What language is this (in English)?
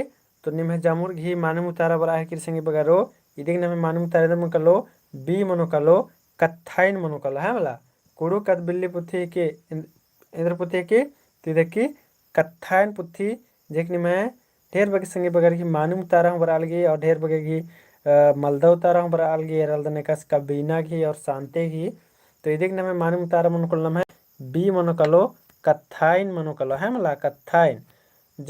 Kurukh